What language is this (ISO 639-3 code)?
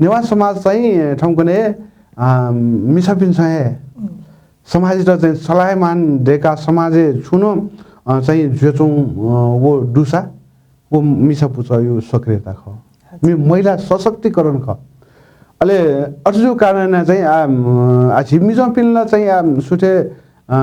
new